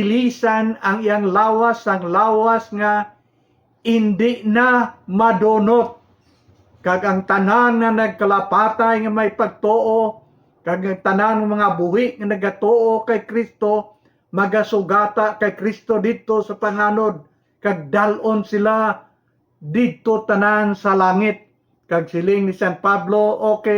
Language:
Hiligaynon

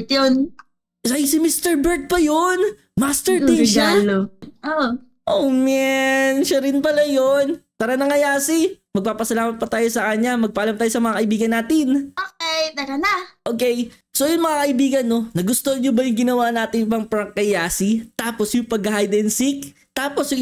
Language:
Filipino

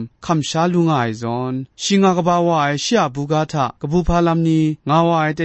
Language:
Kachin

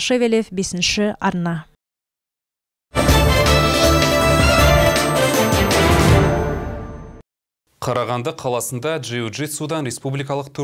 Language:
Kazakh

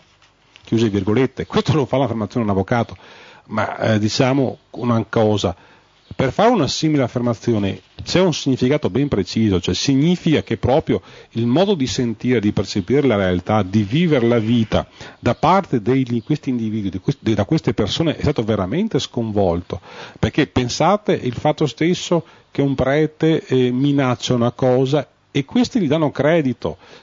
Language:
Italian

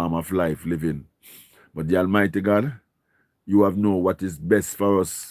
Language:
Jamaican Creole English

